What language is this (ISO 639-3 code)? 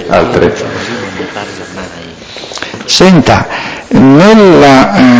ita